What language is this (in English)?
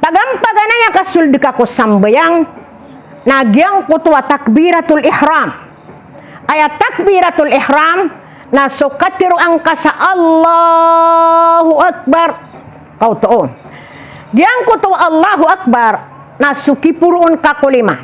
Maranao